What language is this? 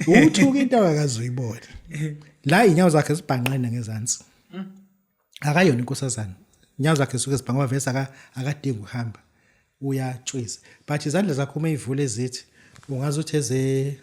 Zulu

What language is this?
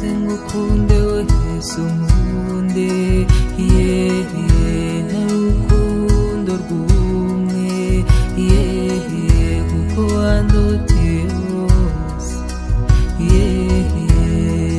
Kinyarwanda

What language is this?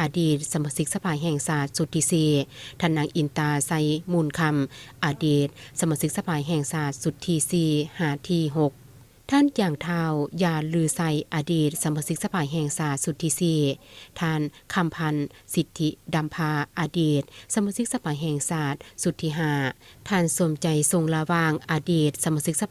Lao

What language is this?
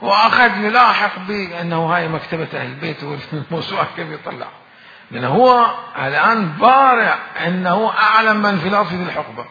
Mesopotamian Arabic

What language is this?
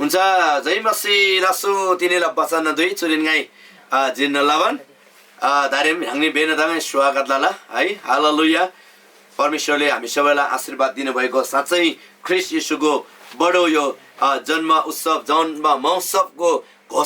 Eastern Tamang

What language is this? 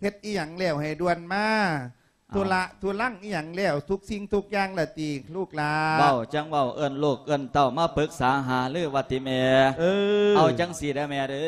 Lao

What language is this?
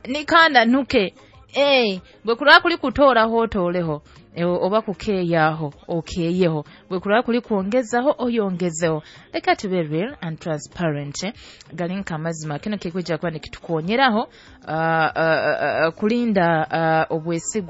Nyoro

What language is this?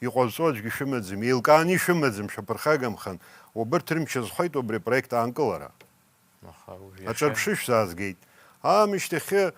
Abkhazian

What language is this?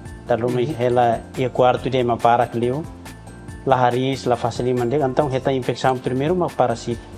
Tetum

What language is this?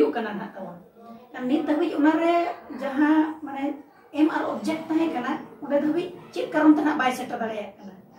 Santali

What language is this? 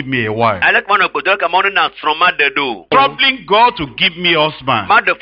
Ewe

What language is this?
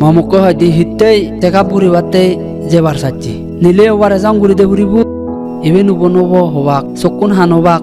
Chakma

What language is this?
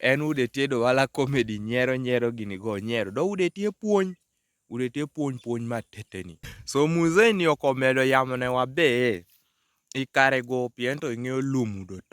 Kumam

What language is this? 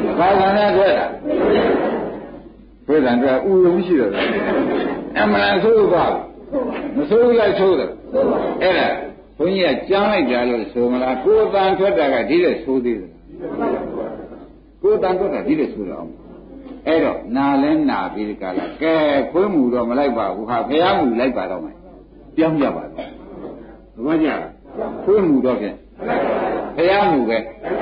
Burmese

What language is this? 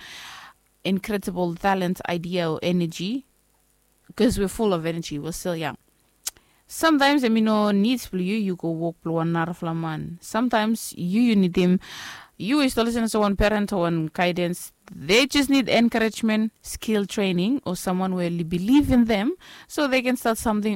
Bislama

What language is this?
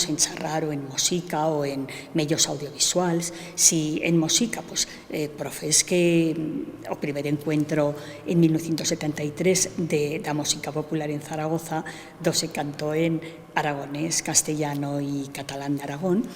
Aragonese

